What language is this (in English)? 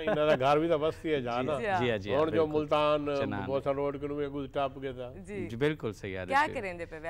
Saraiki